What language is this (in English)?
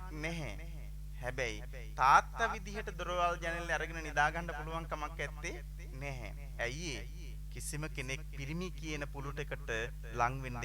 Sinhala